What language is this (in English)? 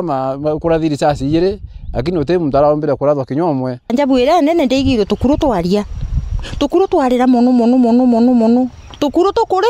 Meru